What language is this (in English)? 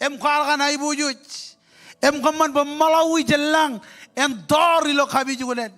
Marshallese